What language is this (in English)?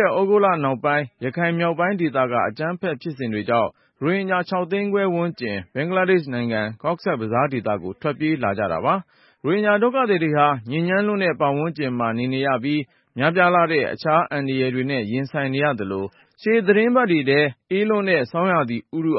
Burmese